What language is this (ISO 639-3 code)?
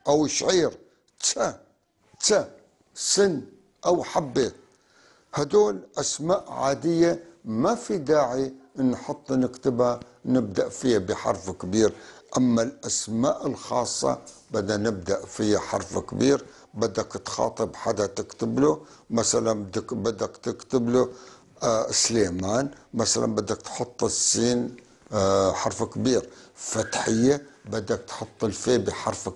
apc